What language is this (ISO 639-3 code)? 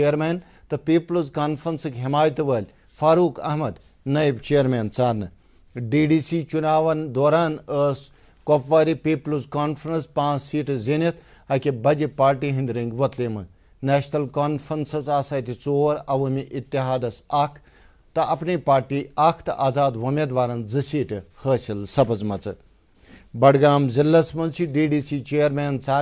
kas